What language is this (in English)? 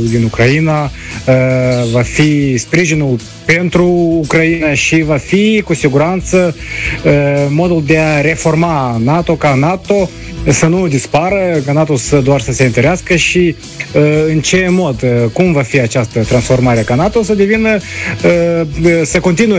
Romanian